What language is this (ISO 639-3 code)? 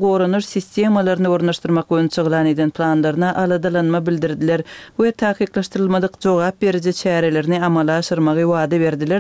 kir